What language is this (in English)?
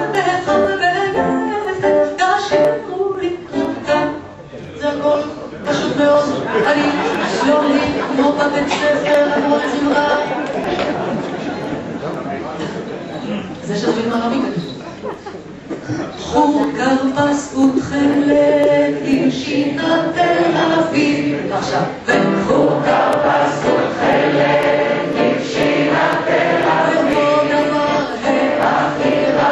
Hebrew